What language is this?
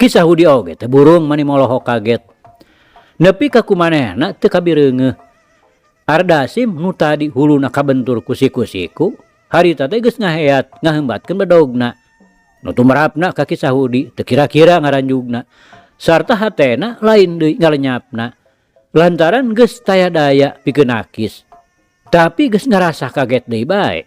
Sundanese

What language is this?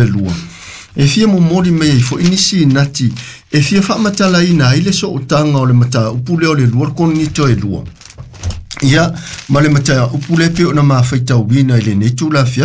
Samoan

